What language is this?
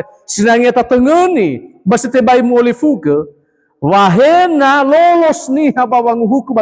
Nias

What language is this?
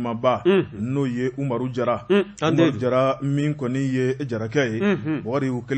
Bambara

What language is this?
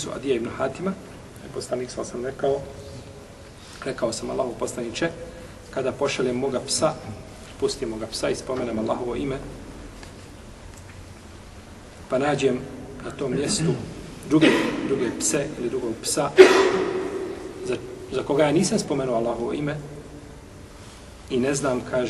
Bosnian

